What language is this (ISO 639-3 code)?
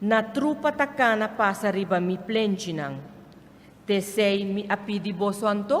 pap